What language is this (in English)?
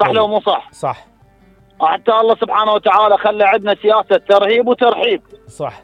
Mesopotamian Arabic